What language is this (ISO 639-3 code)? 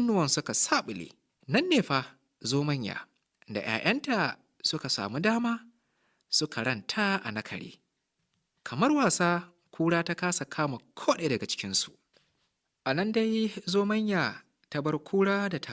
hau